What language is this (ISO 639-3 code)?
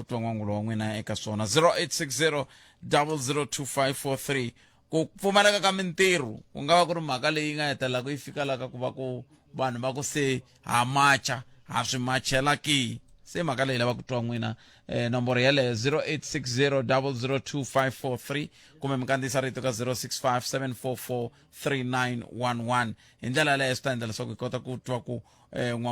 tso